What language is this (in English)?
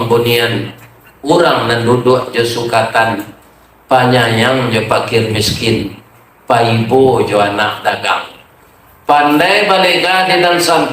Minangkabau